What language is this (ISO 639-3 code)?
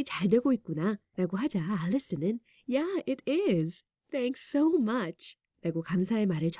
kor